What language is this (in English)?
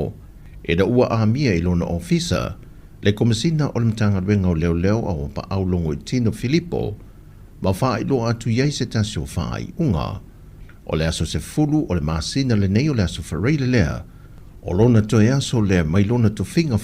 Samoan